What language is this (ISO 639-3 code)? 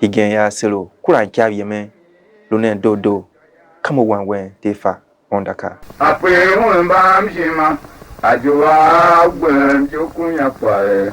tiv